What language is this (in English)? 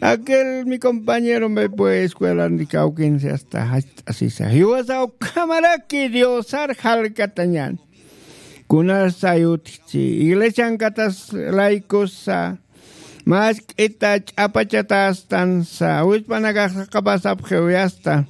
Aymara